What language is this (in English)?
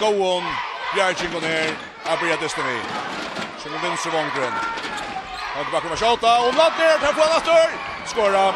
Faroese